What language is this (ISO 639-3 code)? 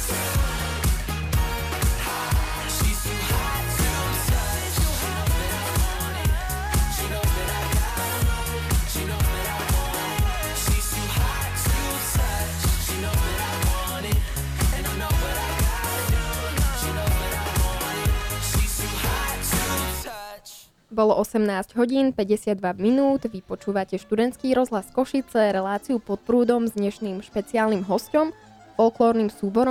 slk